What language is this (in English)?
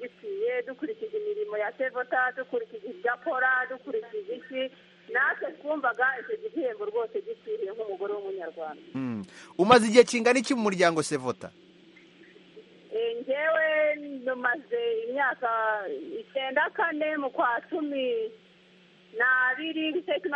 Kinyarwanda